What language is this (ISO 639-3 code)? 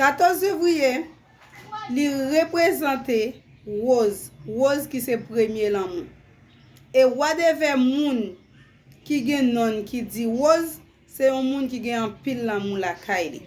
hat